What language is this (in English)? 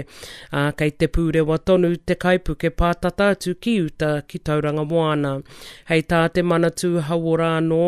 Māori